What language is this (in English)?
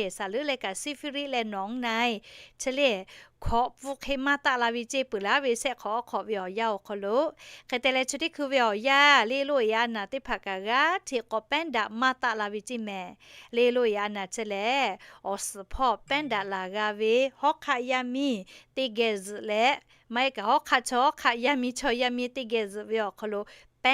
Lahu